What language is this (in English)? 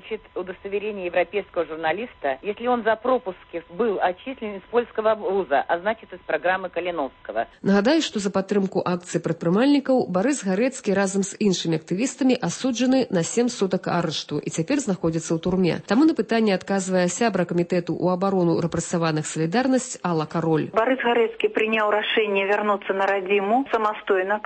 Belarusian